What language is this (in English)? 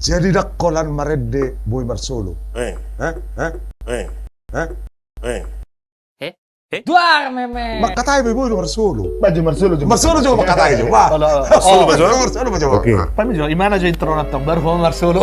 Batak Toba